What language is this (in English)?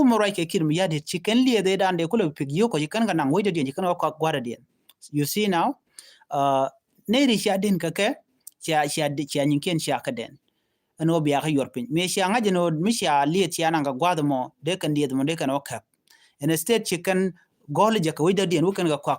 Nuer